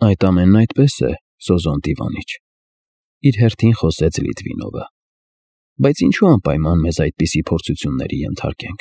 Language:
Armenian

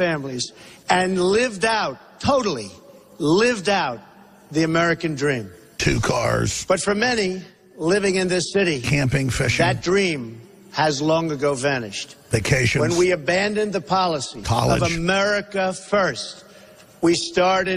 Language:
English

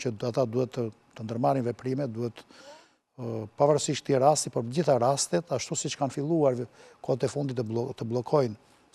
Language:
Albanian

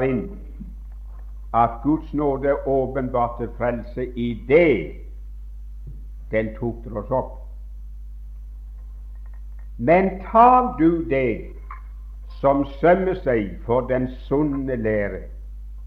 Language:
Norwegian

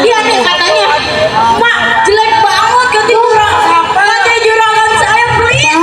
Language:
Betawi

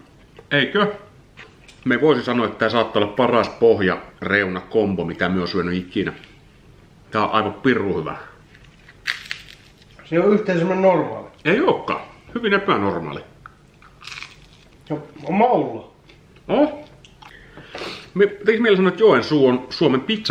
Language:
Finnish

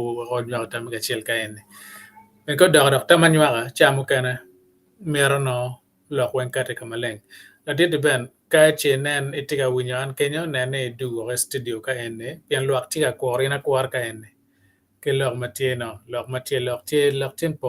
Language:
Acoli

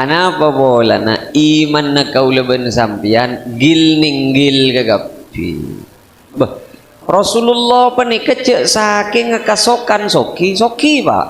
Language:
Madurese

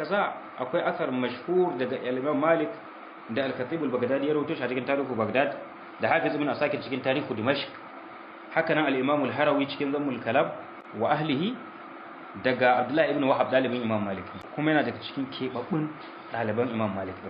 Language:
Hausa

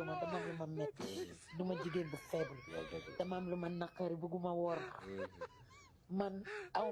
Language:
Wolof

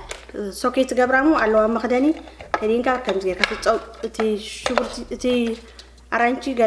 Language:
Tigrinya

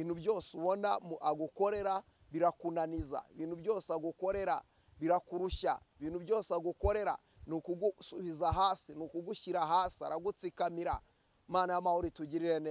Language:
Kinyarwanda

